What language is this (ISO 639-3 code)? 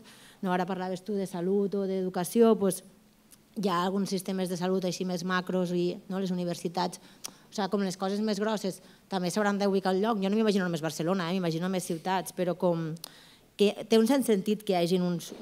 cat